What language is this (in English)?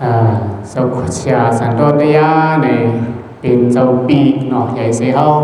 Shan